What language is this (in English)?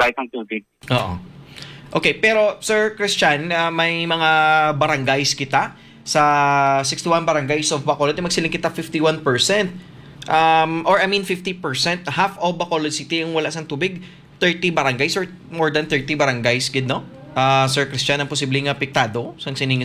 Hiligaynon